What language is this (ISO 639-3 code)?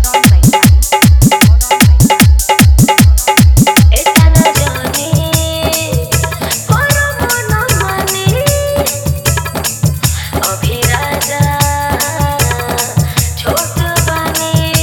bho